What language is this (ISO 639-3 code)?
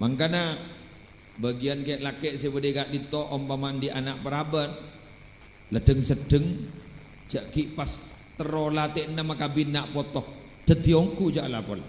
mad